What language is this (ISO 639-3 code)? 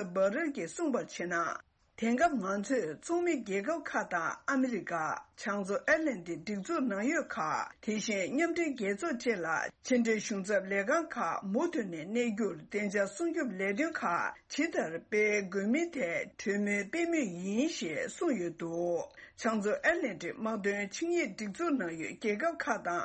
bod